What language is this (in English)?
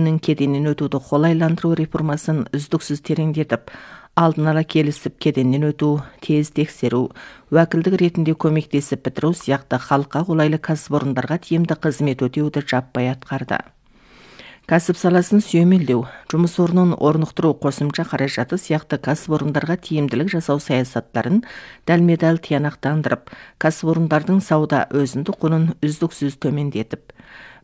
Kazakh